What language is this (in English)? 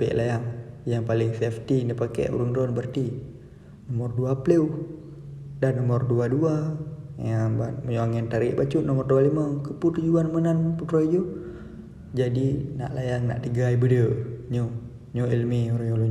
Achinese